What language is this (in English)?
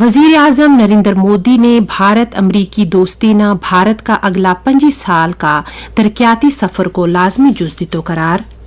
Gujari